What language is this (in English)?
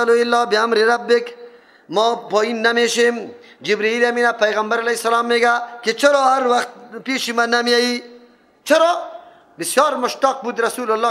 Persian